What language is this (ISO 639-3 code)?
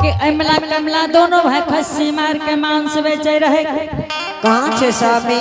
anp